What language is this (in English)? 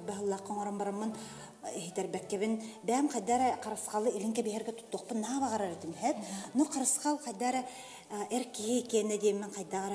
Yakut